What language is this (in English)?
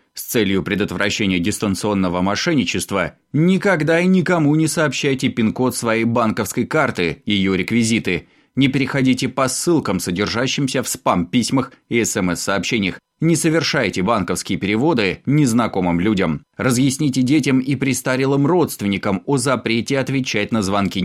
Russian